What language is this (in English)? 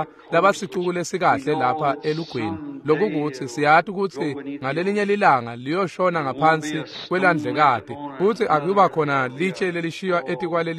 Swati